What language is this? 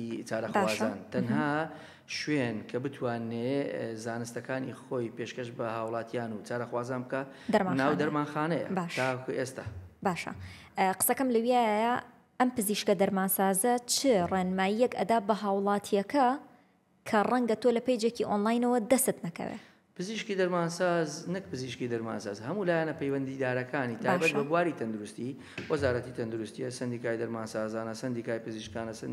Central Kurdish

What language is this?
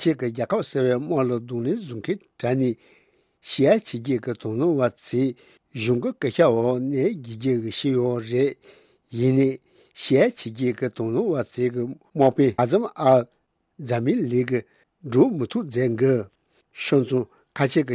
Tibetan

